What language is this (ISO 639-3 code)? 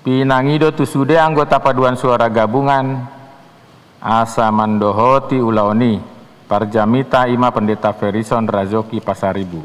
bbc